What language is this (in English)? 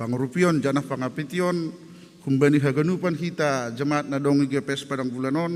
Batak Simalungun